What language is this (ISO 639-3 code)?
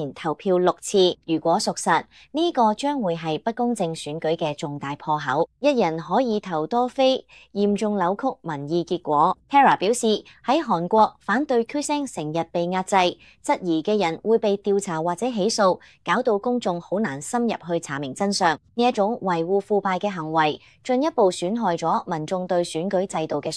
yue